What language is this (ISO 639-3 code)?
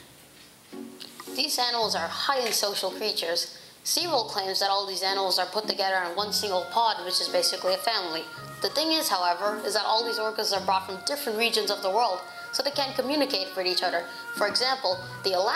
eng